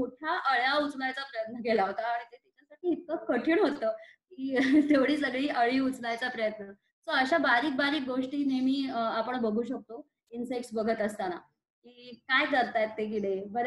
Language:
Marathi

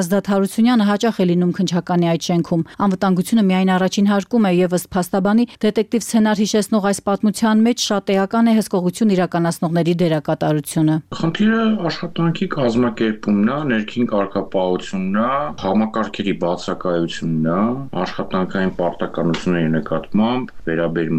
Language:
Armenian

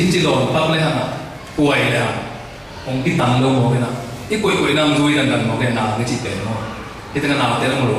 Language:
Tedim Chin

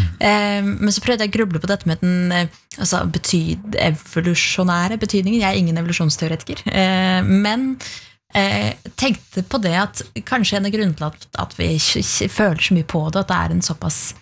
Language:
Norwegian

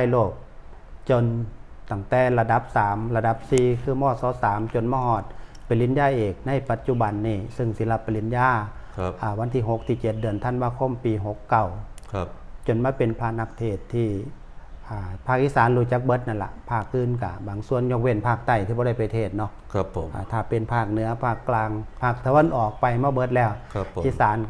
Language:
Northeastern Thai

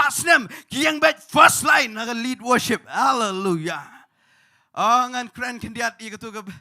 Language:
Khasi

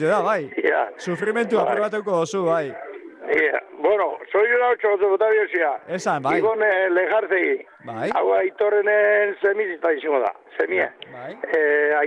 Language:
Basque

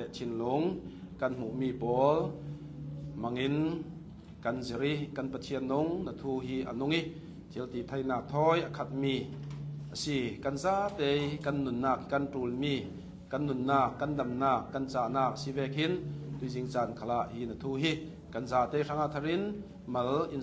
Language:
Hakha Chin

